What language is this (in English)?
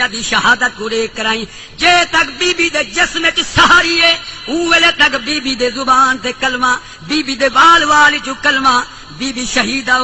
Saraiki